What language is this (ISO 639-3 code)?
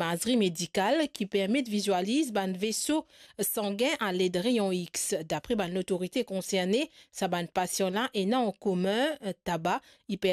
mfe